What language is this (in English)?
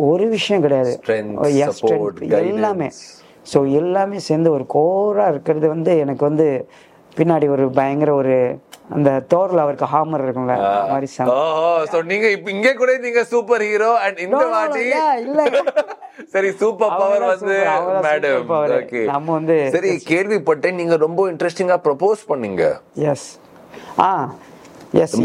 Tamil